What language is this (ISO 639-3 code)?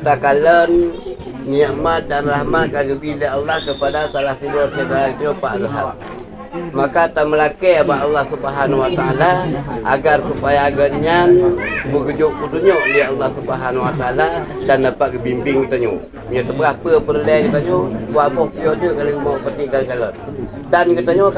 ace